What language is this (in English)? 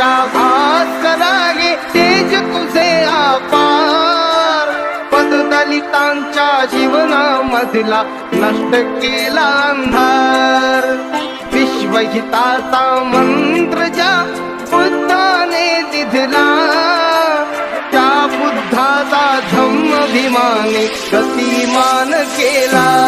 Marathi